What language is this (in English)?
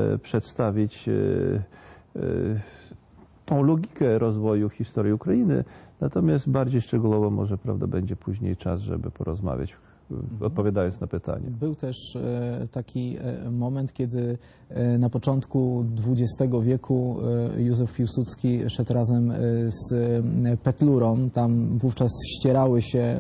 Polish